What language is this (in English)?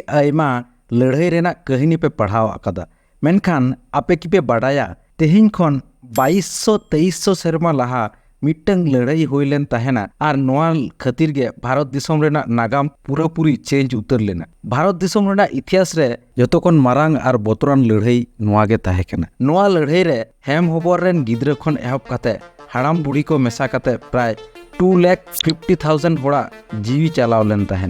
Santali